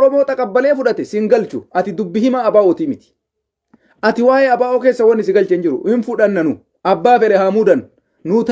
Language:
Oromo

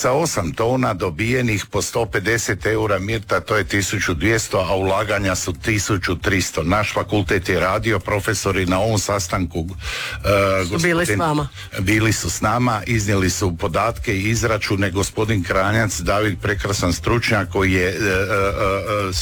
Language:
Croatian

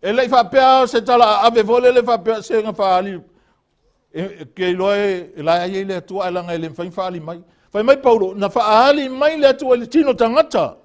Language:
Samoan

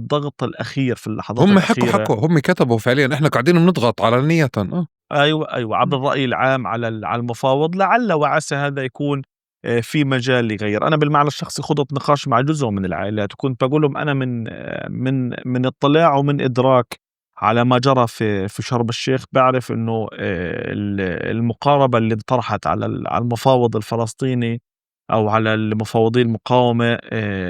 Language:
North Levantine Arabic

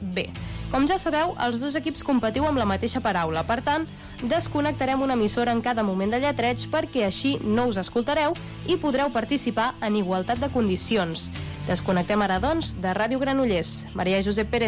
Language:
Catalan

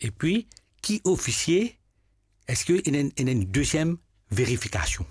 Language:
Morisyen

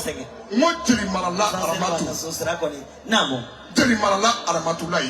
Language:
Bambara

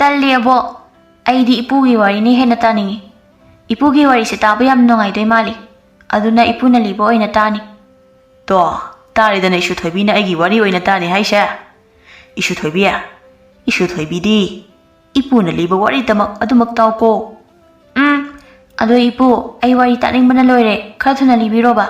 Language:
Manipuri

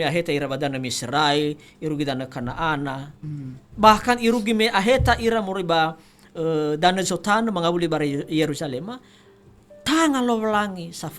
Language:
Nias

